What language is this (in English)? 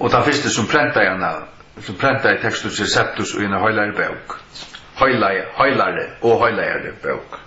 Faroese